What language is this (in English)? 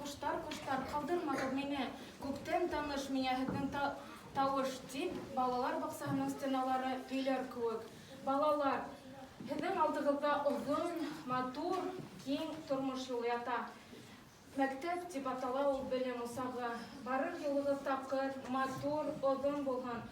Bashkir